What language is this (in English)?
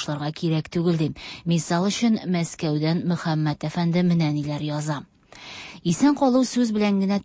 Tatar